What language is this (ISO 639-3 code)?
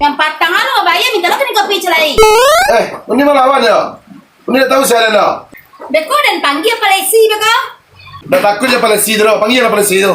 min